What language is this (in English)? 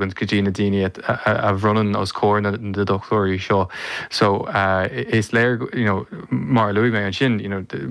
Irish